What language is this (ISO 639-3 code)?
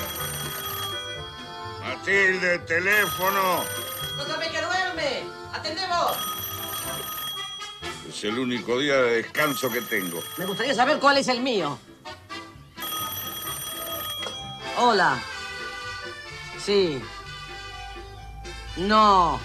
spa